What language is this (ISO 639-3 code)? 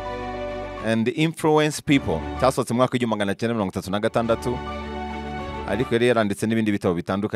kin